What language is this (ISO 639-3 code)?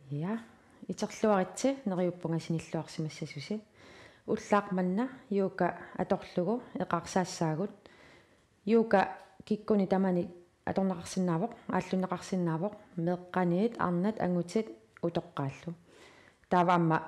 kal